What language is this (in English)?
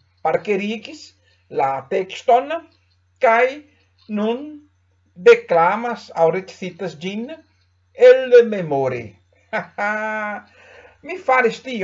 Esperanto